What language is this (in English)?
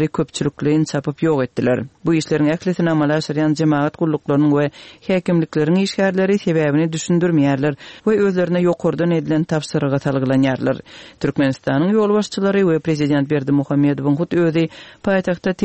Turkmen